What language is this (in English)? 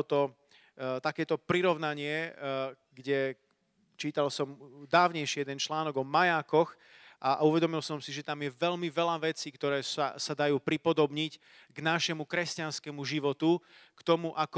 Slovak